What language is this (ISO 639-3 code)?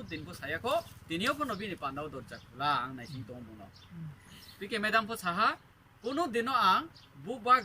ria